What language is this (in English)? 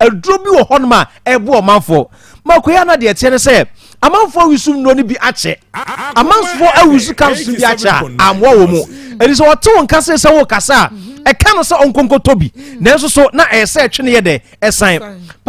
Akan